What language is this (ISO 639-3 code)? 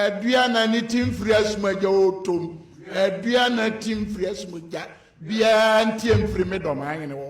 aka